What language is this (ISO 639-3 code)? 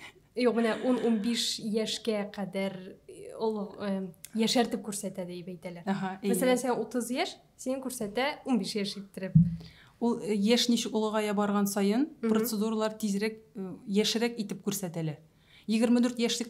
tat